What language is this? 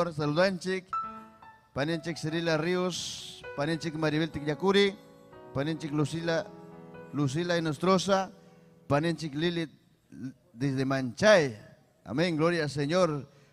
Ayacucho Quechua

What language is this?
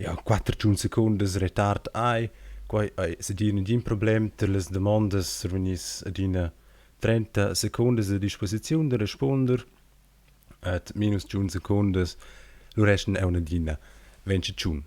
Romansh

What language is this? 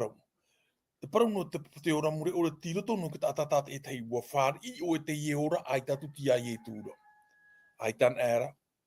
Tahitian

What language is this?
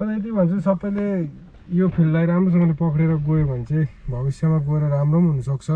Nepali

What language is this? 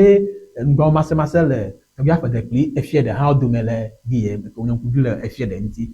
Ewe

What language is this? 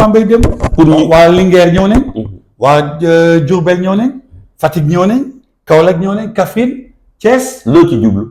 Wolof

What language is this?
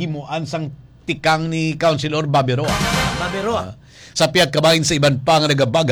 Hiligaynon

